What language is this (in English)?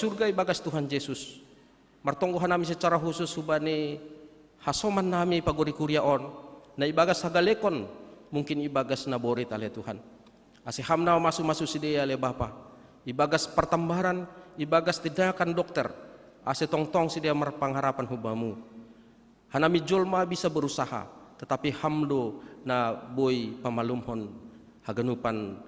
Batak Simalungun